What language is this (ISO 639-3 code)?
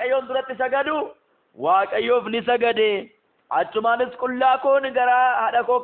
orm